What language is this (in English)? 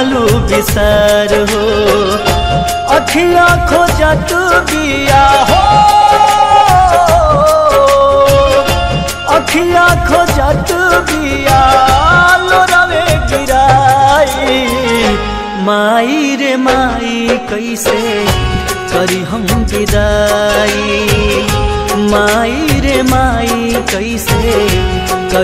Bhojpuri